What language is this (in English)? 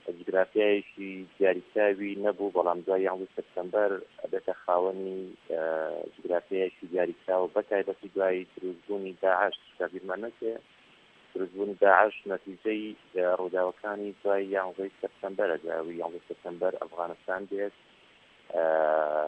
Central Kurdish